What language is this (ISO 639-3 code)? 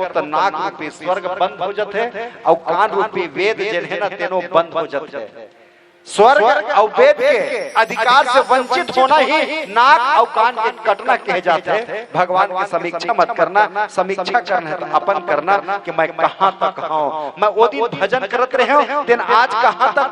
hne